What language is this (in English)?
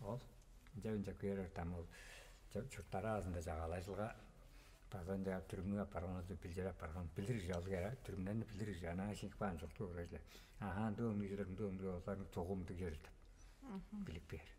Tuvinian